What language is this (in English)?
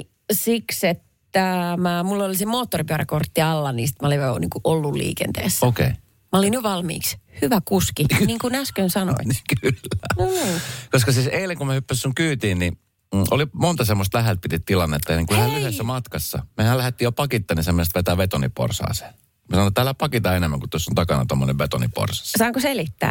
Finnish